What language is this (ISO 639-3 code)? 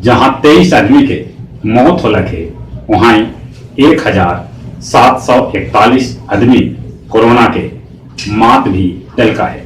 mag